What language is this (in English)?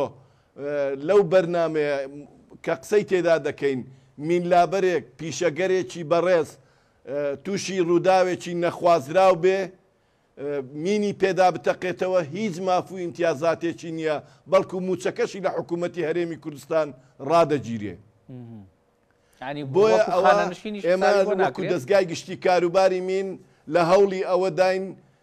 Central Kurdish